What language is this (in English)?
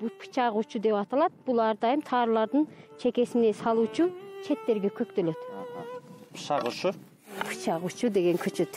Kyrgyz